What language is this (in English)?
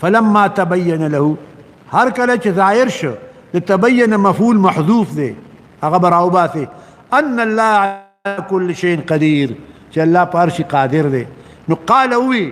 Pashto